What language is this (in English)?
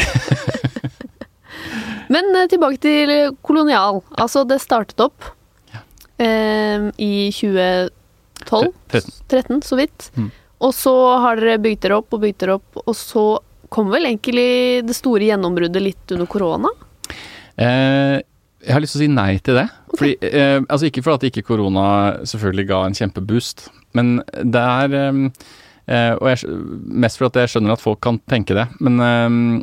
Norwegian